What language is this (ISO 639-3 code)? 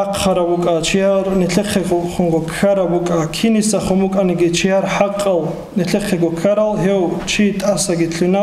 ava